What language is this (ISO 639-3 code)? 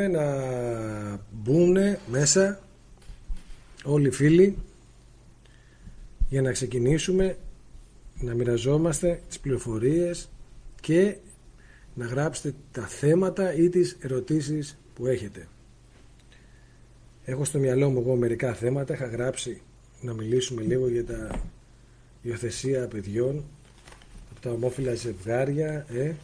ell